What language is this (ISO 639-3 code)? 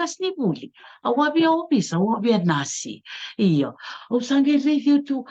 fij